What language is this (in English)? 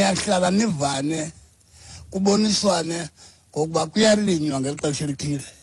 Xhosa